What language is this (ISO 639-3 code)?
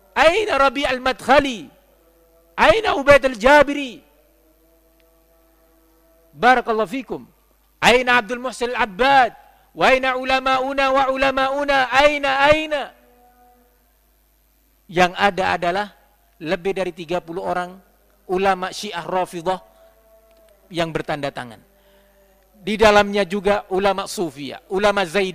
ind